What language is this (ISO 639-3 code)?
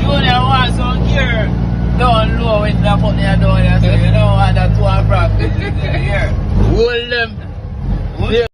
jam